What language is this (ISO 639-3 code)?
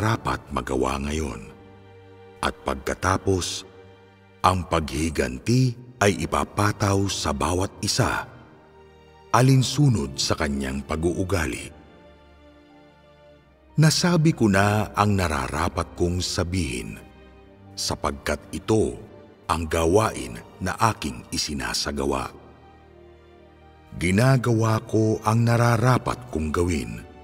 fil